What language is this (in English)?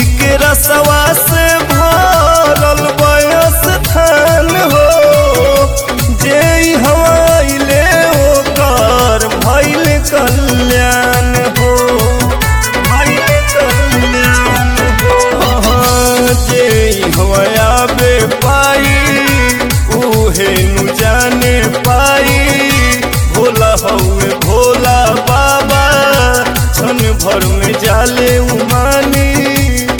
Bhojpuri